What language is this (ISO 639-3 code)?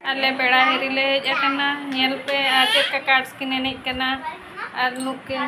sat